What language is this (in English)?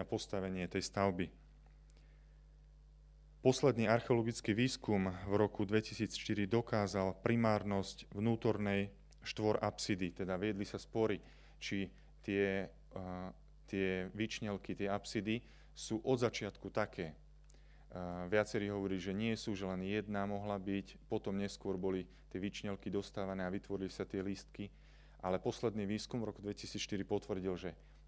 Slovak